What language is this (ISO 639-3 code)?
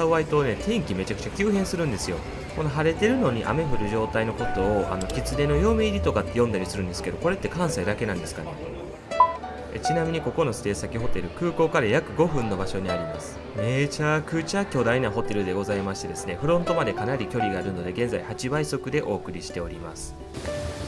jpn